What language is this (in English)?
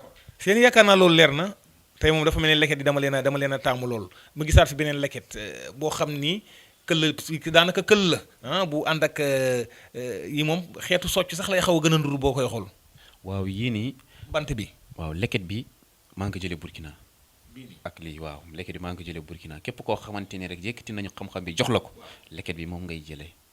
Wolof